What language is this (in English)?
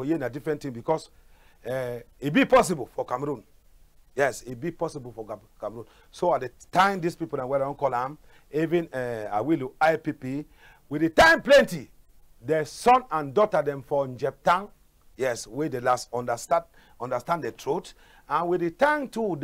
Cameroon Pidgin